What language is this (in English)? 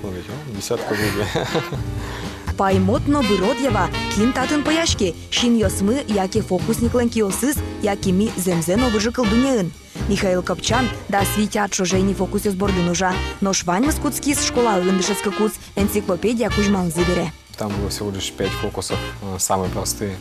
Udmurt